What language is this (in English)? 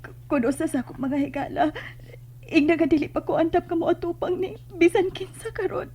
Cebuano